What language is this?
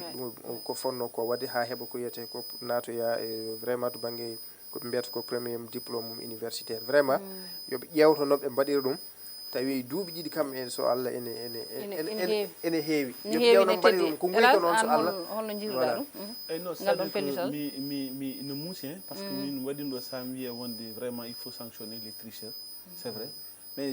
Fula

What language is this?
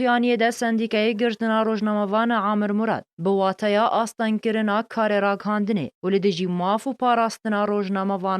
Kurdish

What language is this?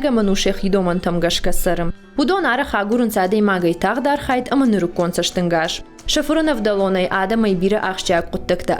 Ossetic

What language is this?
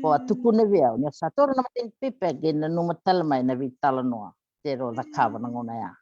Fijian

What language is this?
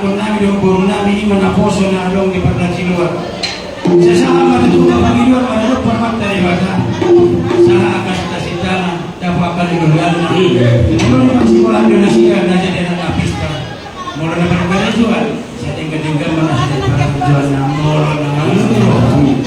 Batak Toba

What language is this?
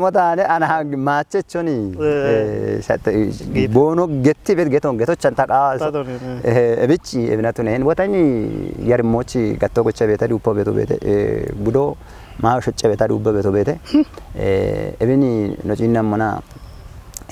Kafa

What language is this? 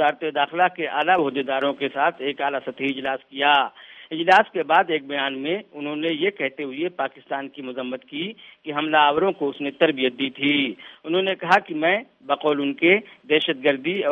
Urdu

